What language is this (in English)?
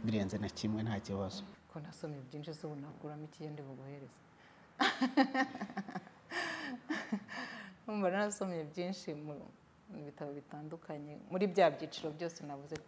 Kinyarwanda